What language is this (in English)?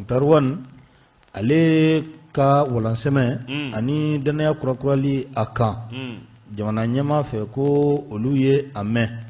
Bambara